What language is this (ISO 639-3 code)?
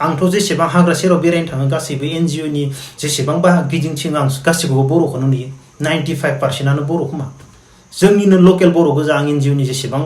brx